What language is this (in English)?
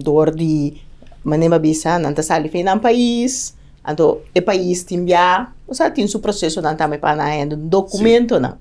Papiamento